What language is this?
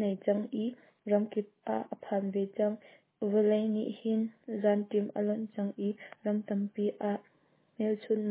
Hakha Chin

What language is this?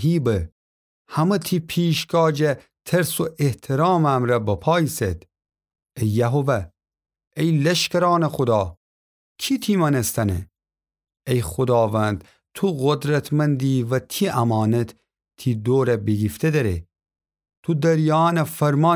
Gilaki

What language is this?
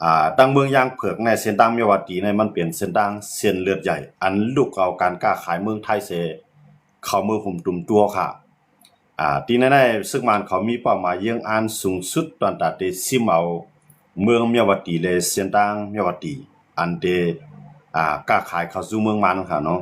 Shan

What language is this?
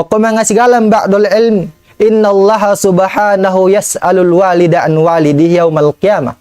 Tausug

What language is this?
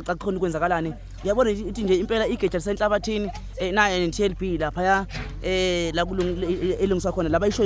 Zulu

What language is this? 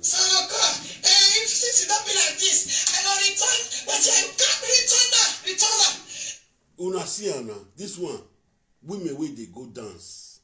Nigerian Pidgin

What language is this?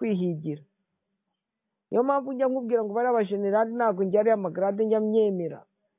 Kinyarwanda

